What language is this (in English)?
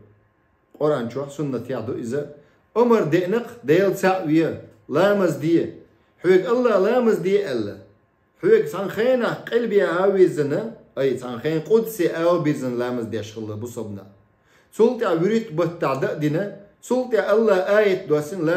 Chechen